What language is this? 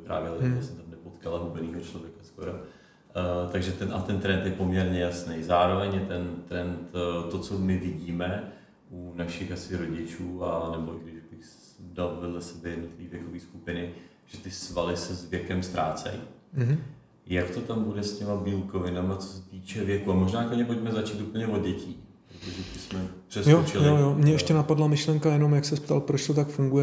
Czech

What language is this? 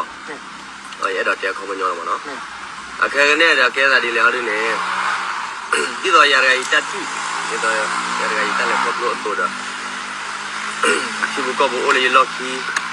S'gaw Karen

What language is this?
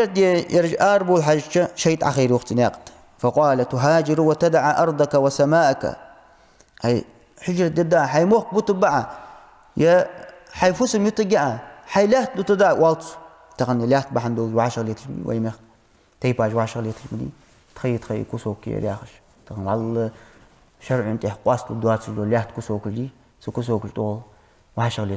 Ingush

